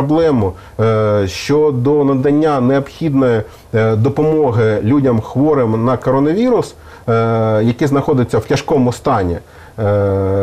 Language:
Ukrainian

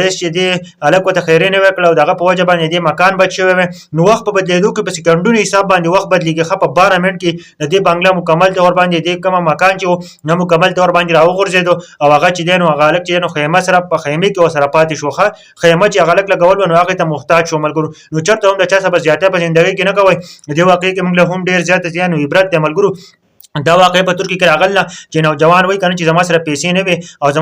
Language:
Pashto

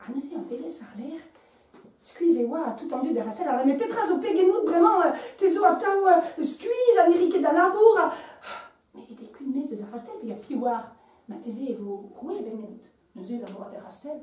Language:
Breton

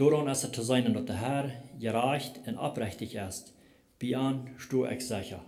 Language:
Plautdietsch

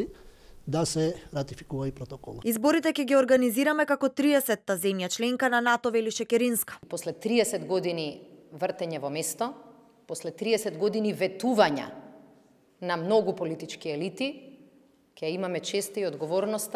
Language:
Macedonian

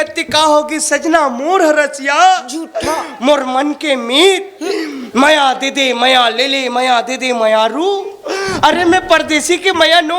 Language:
Chhattisgarhi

